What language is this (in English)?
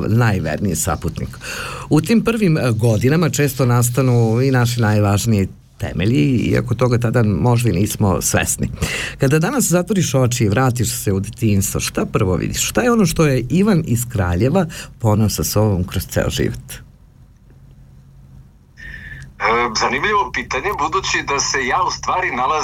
Serbian